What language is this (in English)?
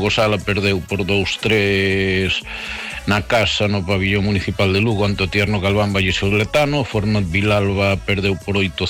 Galician